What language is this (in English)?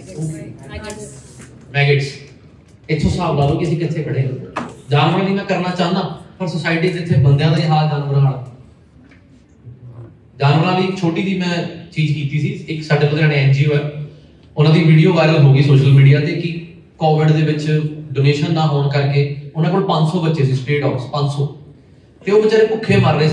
Punjabi